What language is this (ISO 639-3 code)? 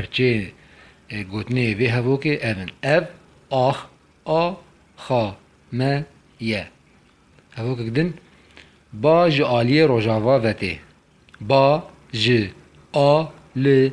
kur